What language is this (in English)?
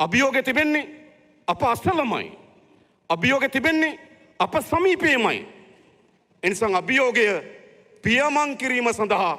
Sinhala